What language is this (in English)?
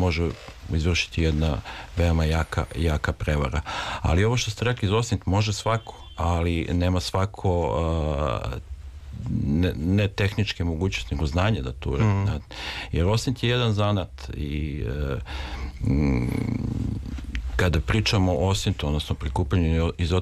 Serbian